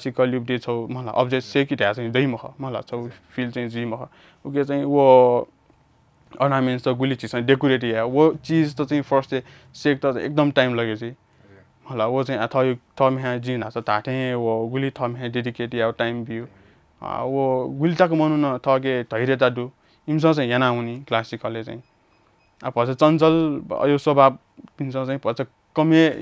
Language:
Newari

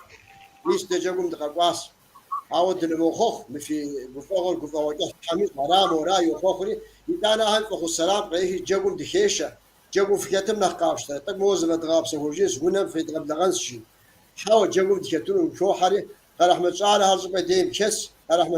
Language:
Kabardian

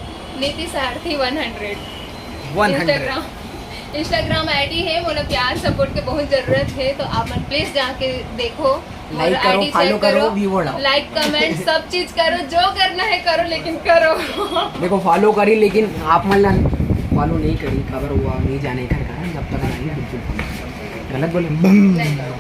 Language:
Chhattisgarhi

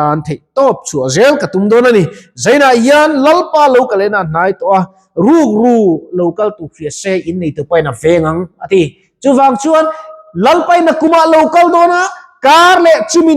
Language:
Mizo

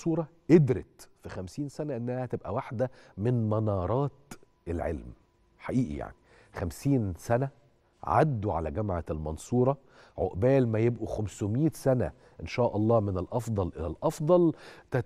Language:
Egyptian Arabic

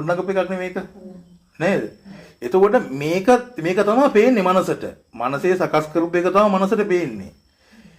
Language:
Sinhala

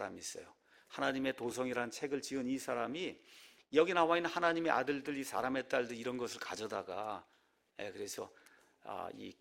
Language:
Korean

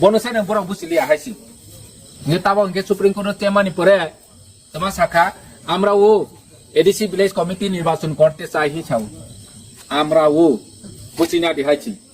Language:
Kok Borok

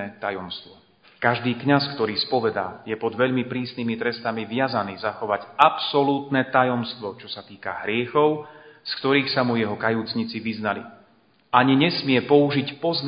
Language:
Slovak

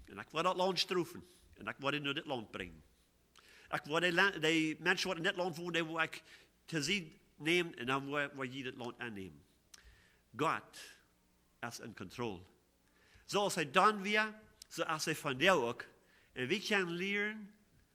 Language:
Plautdietsch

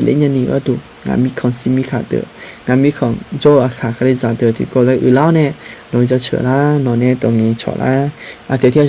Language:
Akha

